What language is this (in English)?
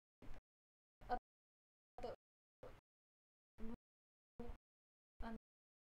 Japanese